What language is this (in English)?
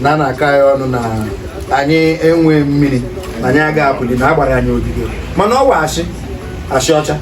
Igbo